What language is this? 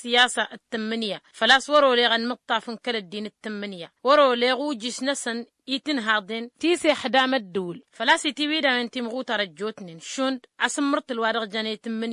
Tamasheq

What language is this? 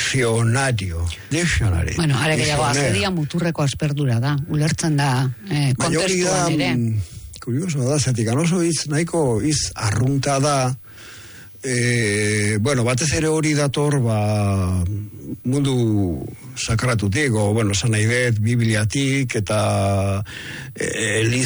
Basque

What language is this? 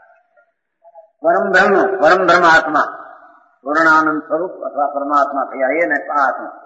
Gujarati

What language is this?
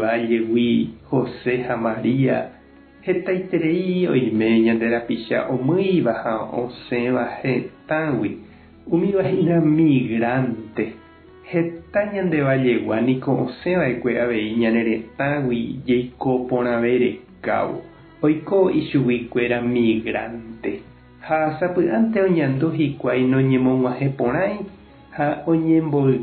Guarani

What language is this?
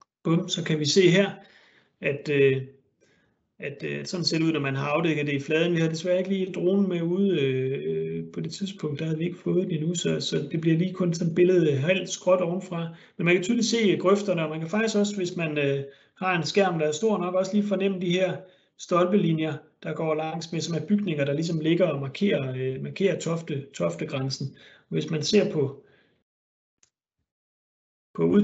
Danish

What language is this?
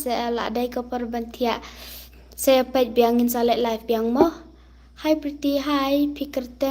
Khasi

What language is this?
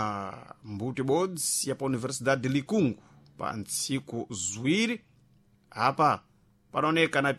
Sena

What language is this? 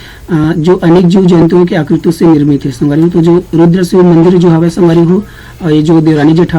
Chhattisgarhi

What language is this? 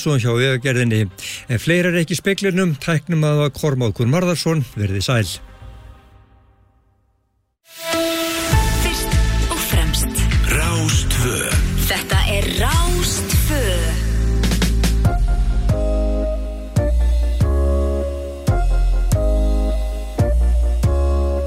Icelandic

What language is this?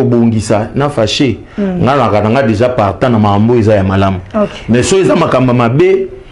Lingala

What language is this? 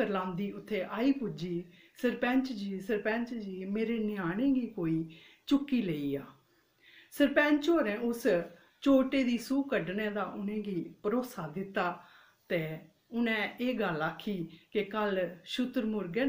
Dogri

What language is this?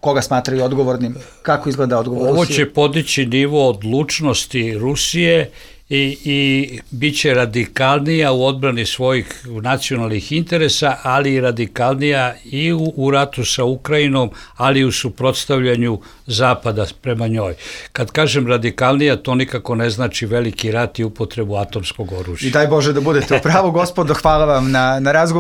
Bosnian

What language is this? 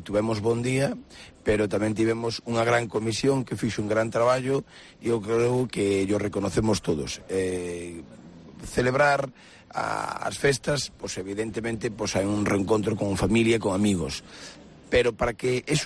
Galician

